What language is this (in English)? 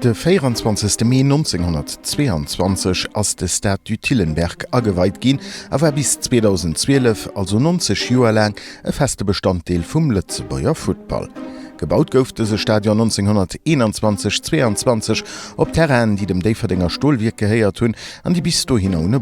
Luxembourgish